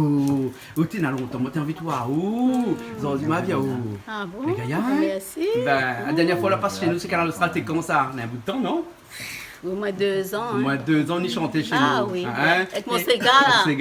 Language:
Réunion Creole French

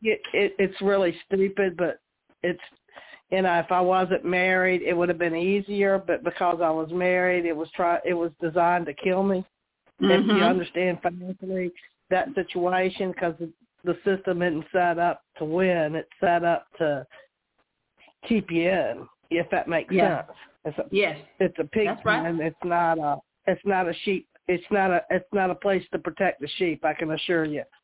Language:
English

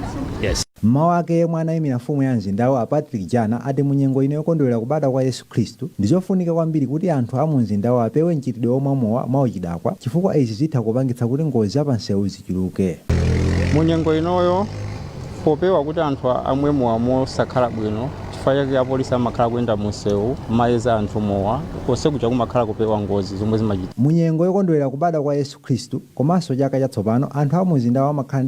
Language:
Nyanja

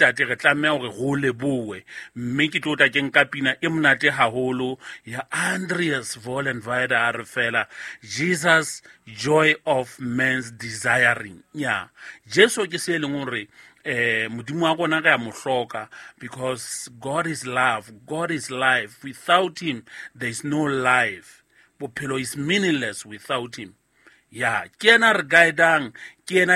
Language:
Southern Sotho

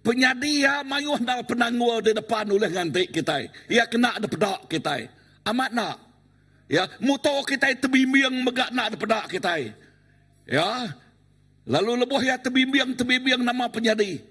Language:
Iban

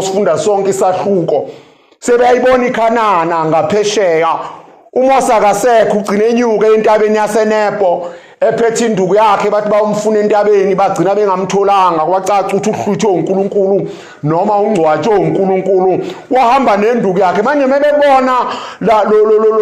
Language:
Zulu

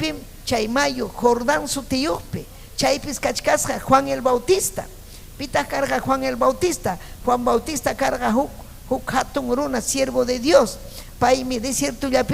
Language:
Ayacucho Quechua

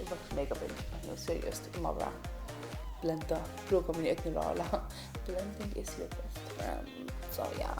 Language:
Faroese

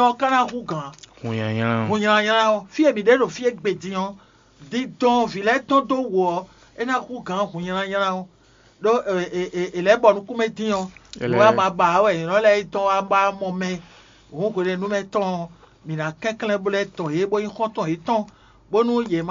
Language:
Fon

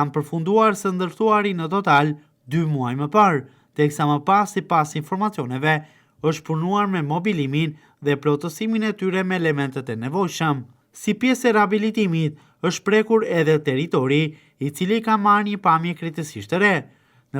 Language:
Albanian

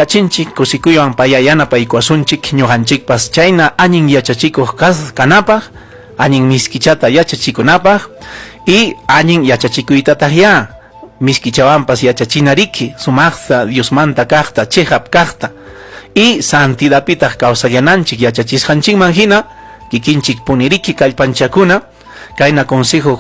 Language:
Ayacucho Quechua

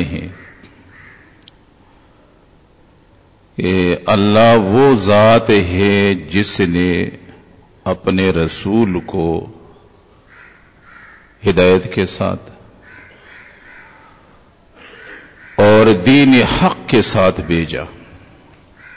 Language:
Urdu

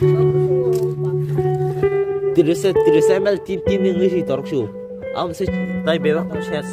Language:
Kok Borok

